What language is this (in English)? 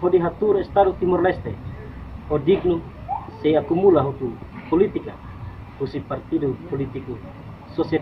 Tetum